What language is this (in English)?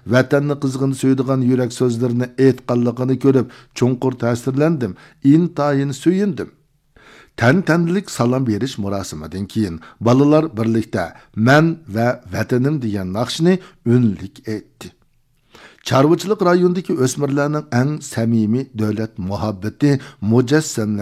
Uyghur